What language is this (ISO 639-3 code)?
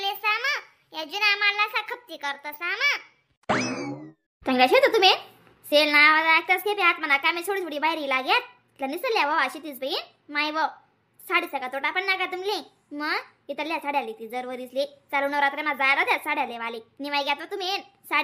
khn